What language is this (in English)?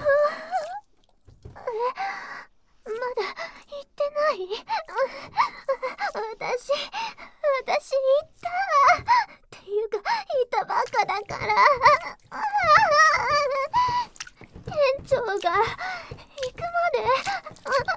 Japanese